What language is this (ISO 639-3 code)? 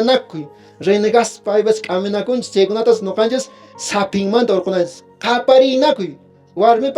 que